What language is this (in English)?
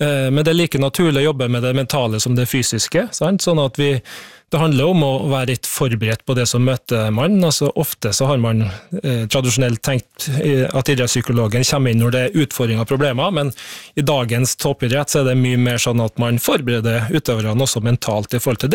Norwegian